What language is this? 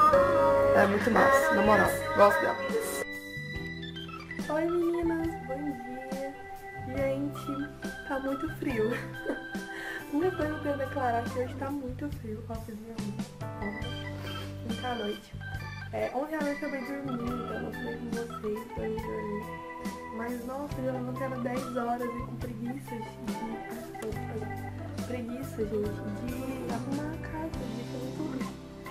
Portuguese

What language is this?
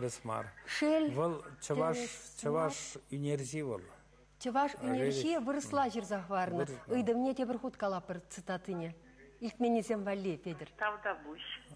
Chuvash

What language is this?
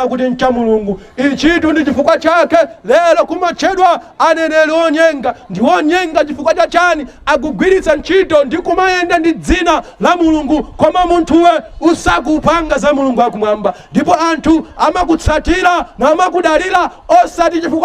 Nyanja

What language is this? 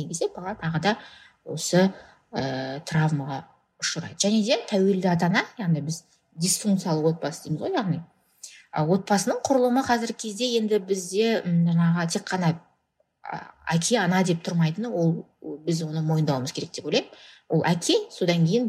Kazakh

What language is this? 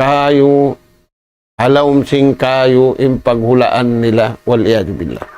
Tausug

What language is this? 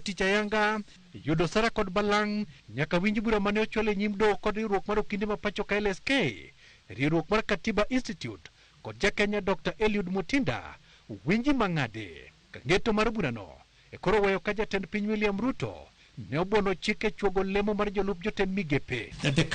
Luo (Kenya and Tanzania)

